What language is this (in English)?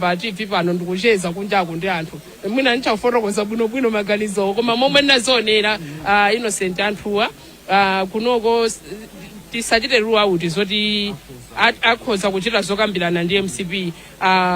Nyanja